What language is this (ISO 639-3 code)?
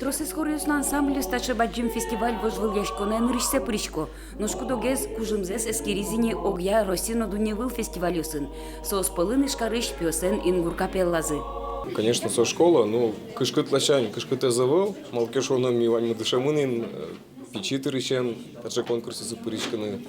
udm